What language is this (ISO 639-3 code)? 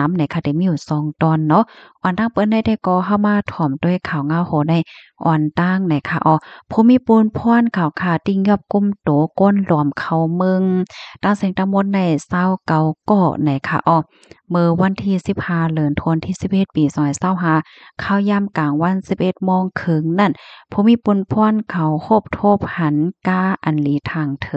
shn